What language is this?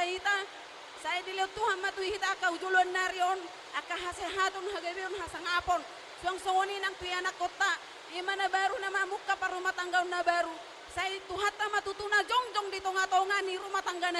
Batak Toba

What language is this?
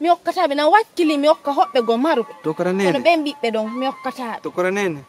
Fula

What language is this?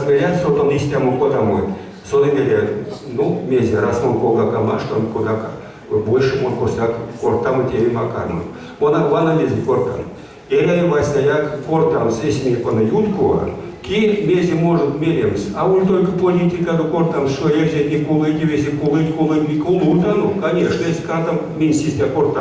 Erzya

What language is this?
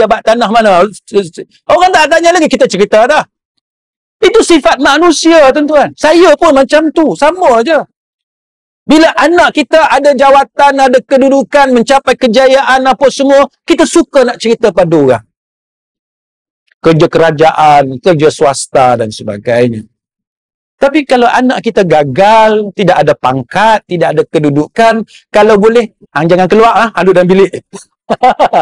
Malay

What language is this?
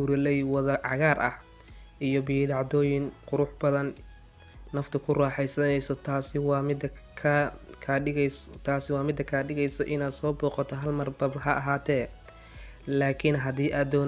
Somali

